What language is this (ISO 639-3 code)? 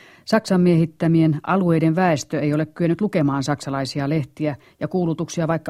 fin